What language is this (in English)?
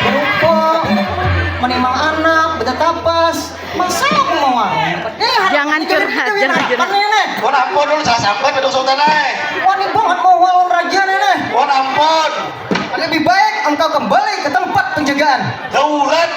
Banjar